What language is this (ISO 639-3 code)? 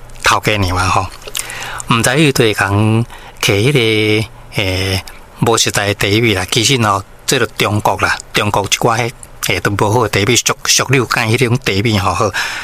nan